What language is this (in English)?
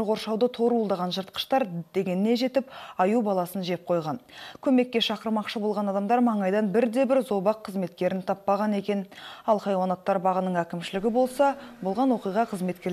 Kazakh